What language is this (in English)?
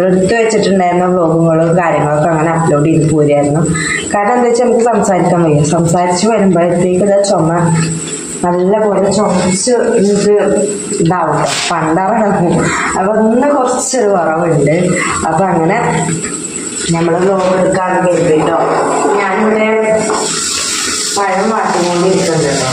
Malayalam